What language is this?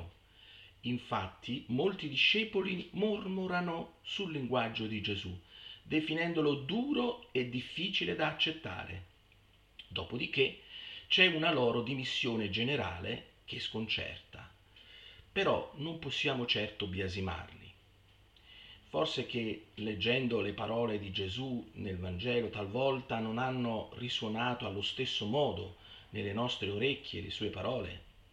Italian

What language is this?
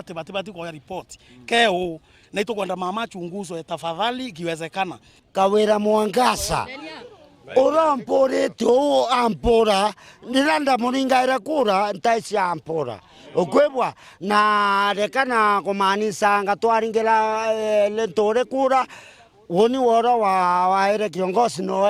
Meru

